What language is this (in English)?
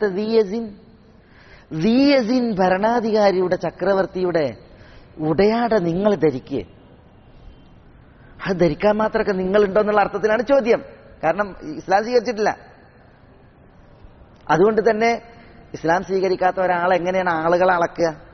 Malayalam